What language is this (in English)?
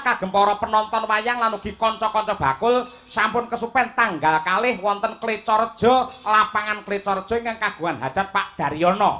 Javanese